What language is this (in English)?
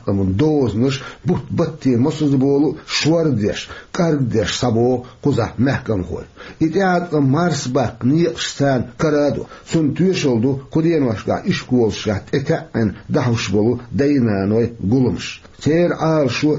Chechen